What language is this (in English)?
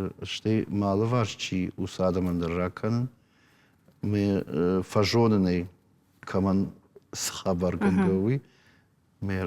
Ossetic